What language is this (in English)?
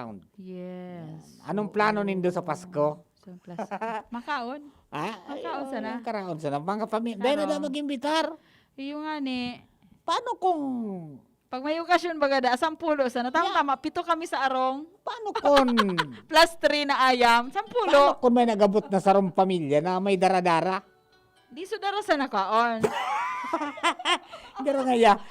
Bikol